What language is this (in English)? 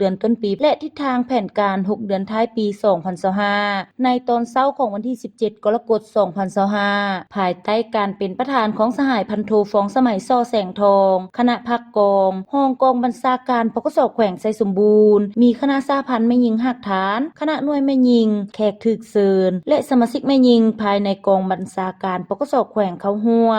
Lao